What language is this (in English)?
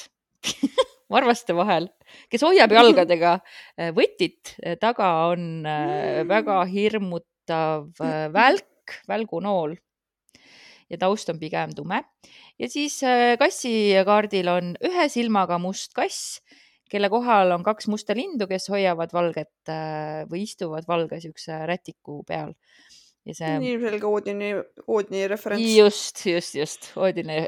Estonian